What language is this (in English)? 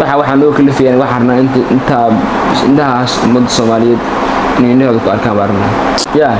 Somali